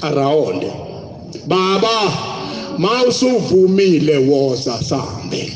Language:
Zulu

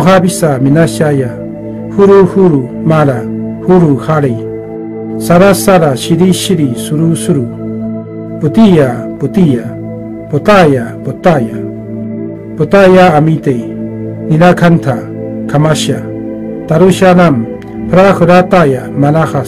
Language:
Sanskrit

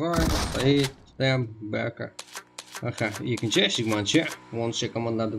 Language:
Kara-Kalpak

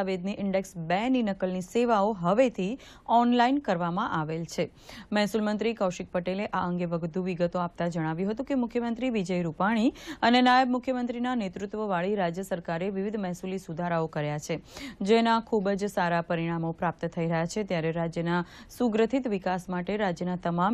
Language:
Gujarati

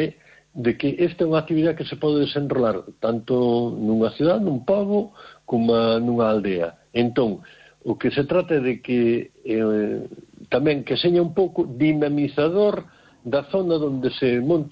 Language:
Galician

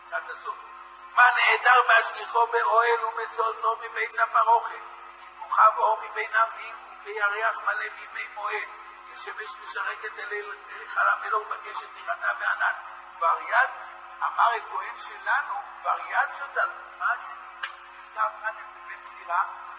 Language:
Hebrew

